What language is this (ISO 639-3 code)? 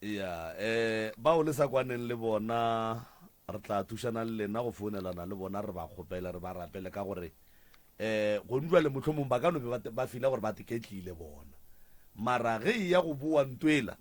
nso